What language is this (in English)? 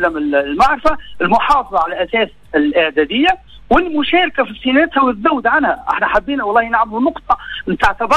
Tunisian Arabic